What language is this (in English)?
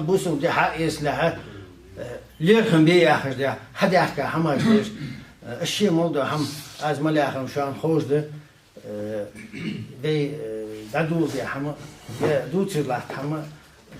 Ingush